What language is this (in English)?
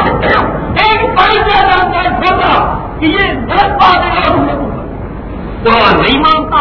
Urdu